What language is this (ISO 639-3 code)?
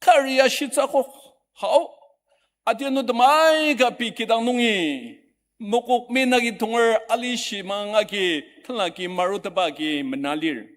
njo